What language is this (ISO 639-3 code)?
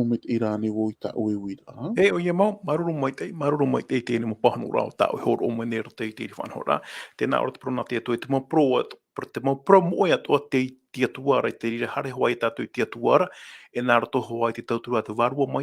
tah